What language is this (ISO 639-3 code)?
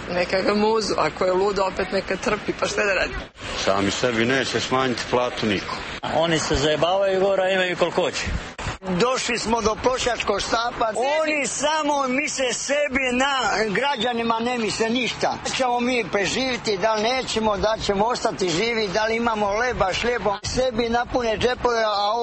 srp